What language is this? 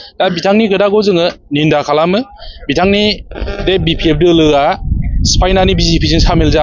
Bodo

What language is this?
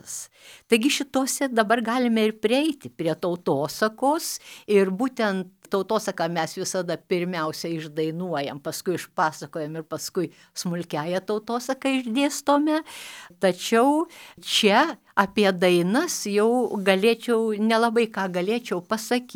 Lithuanian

